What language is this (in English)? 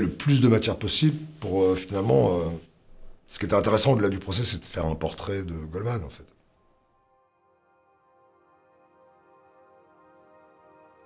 French